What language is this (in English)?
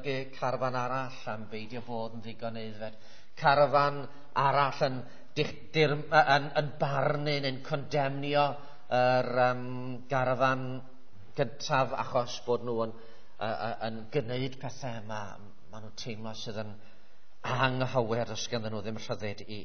Welsh